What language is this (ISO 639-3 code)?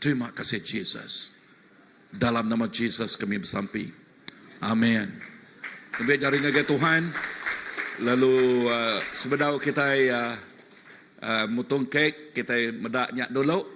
iba